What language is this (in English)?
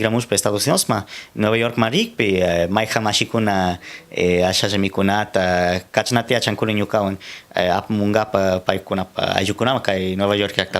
Cañar Highland Quichua